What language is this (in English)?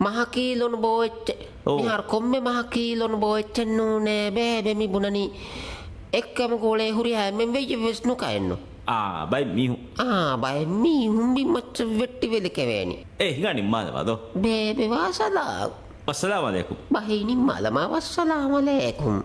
Divehi